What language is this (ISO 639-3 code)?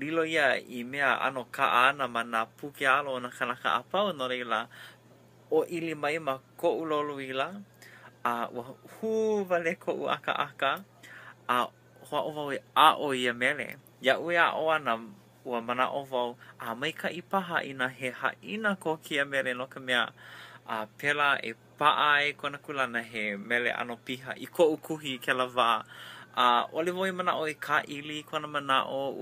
haw